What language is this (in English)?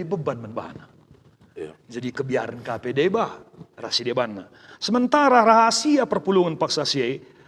Batak Karo